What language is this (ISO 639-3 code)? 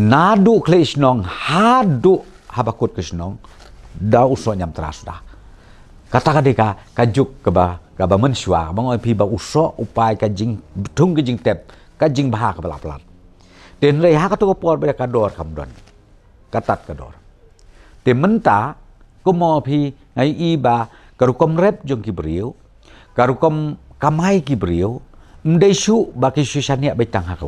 kha